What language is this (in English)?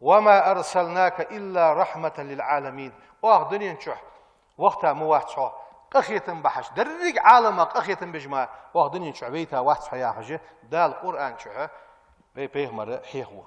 Ingush